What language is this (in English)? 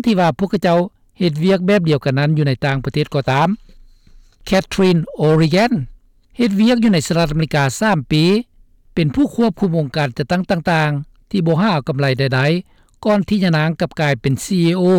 Lao